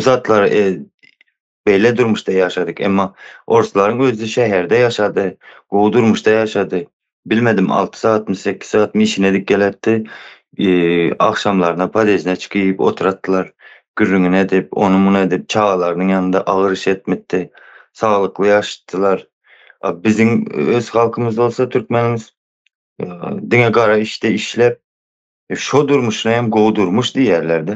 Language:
Turkmen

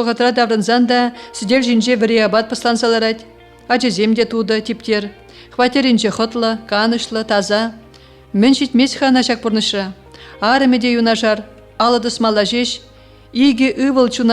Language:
Chuvash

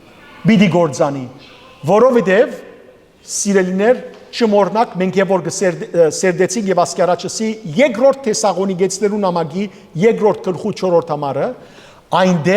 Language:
Western Armenian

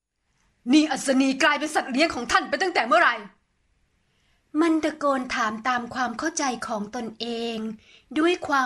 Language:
Thai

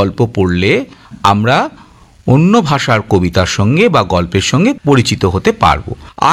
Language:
Bangla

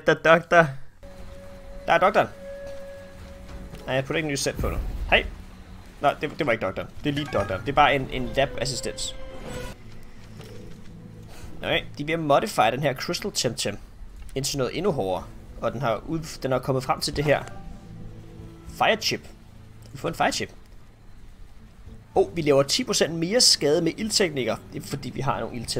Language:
Danish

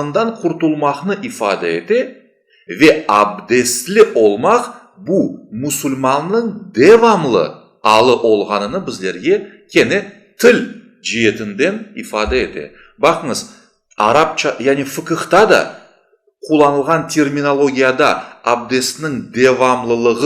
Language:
Crimean Tatar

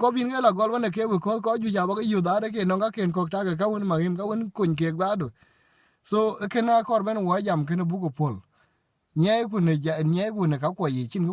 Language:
Dinka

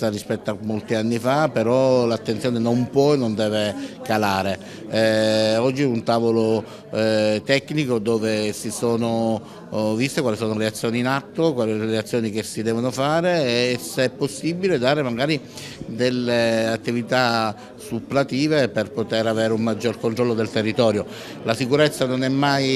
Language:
Italian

